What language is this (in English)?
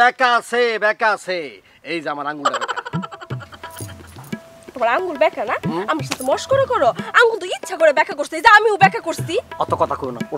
Bangla